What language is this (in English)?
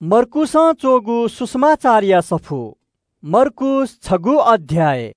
Newari